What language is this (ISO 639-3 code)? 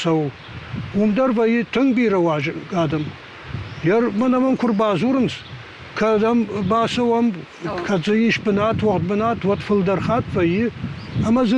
oss